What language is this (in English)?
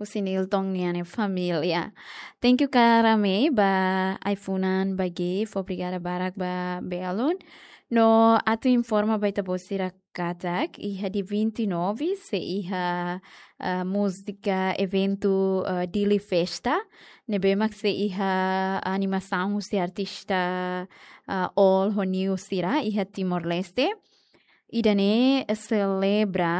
Tetum